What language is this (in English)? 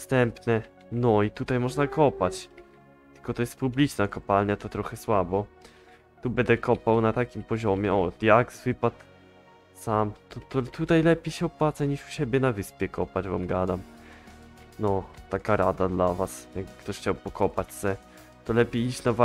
Polish